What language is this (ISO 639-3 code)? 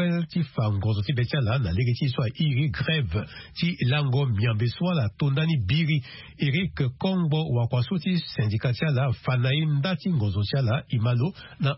sag